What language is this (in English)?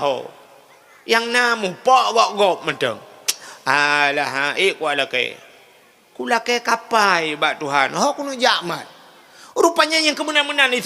Achinese